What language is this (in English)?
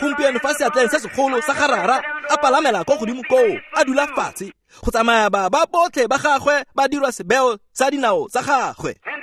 Tswana